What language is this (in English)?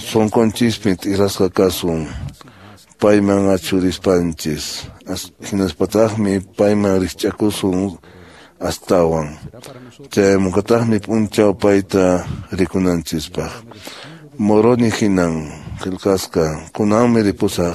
Quechua